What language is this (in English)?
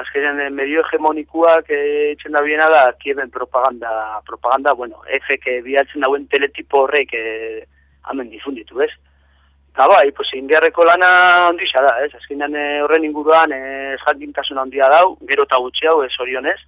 Basque